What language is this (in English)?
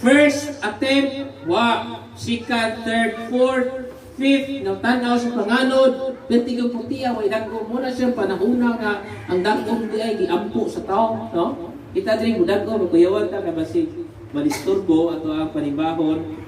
Cebuano